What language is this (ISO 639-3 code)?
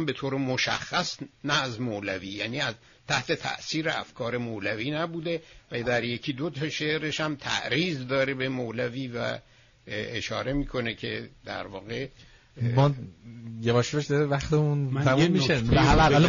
fas